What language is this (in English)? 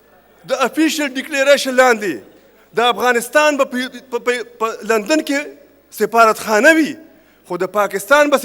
Pashto